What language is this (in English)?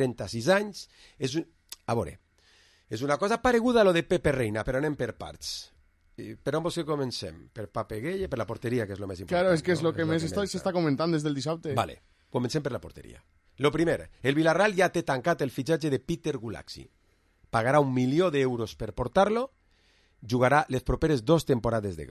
Catalan